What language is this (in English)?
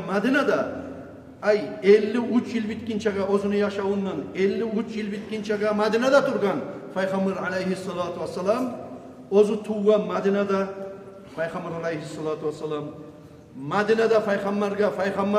Kumyk